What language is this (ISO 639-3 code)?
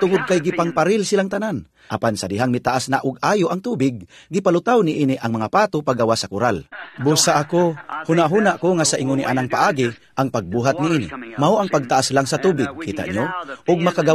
ceb